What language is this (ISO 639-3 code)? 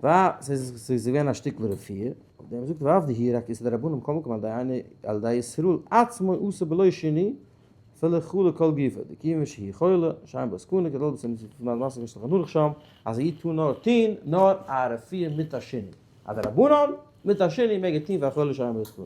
yid